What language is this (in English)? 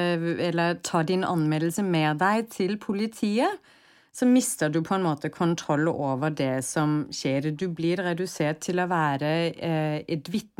Norwegian